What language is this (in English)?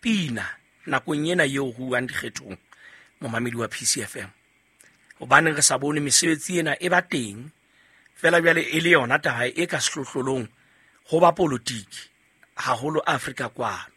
Southern Sotho